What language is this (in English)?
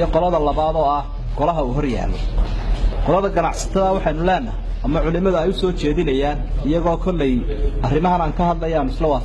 Somali